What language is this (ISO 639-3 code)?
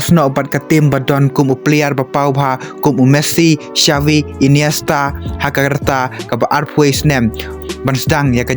kha